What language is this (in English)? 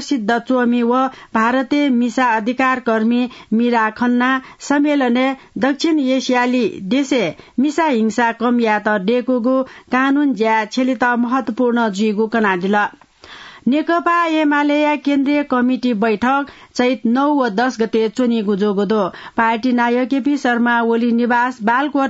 Newari